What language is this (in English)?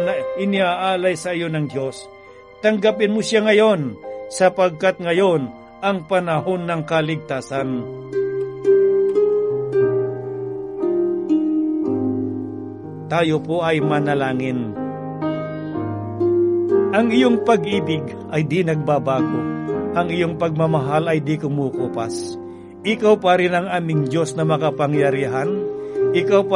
Filipino